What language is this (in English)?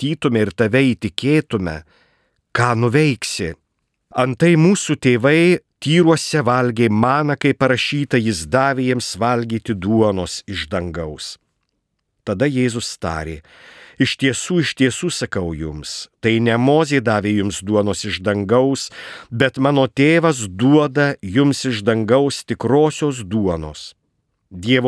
Lithuanian